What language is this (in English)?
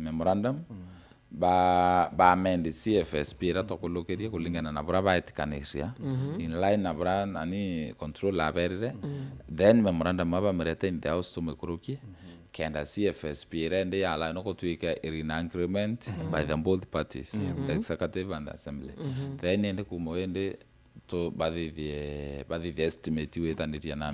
Meru